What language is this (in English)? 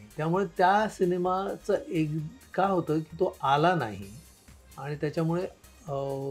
Marathi